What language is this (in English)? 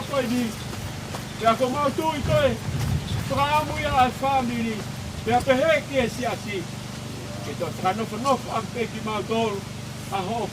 Tongan